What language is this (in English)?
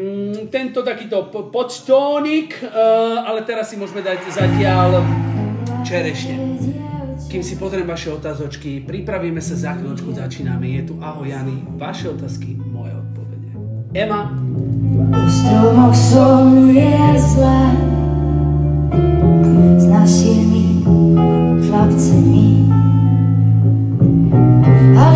Slovak